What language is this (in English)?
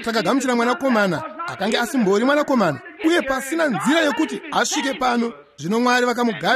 Shona